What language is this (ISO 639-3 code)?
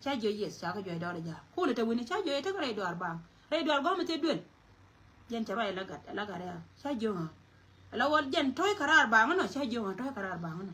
nus